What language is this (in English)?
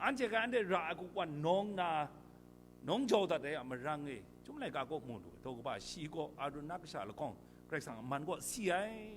Kachin